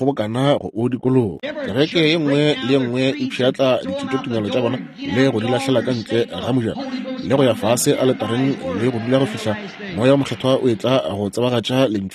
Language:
Northern Sotho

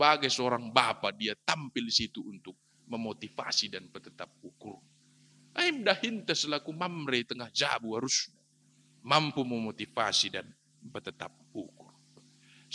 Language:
Batak Karo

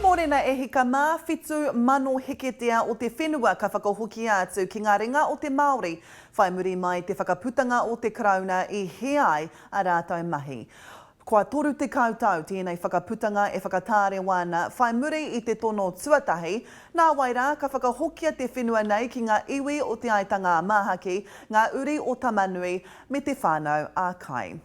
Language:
Māori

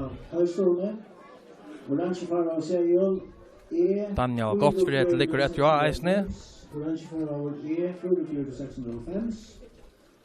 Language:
Faroese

